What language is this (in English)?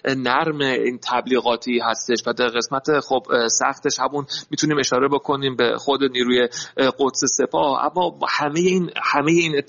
Persian